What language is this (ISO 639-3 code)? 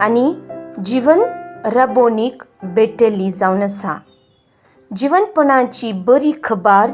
kok